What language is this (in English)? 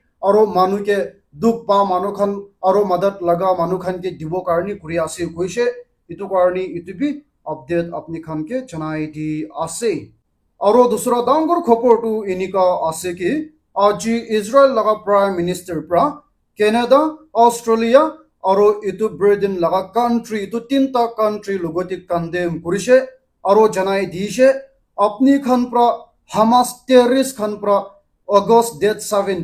Naga Pidgin